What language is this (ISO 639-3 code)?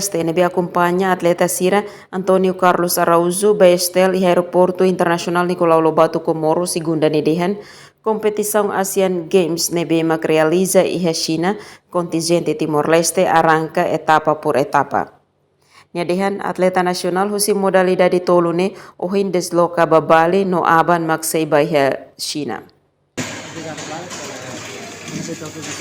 tet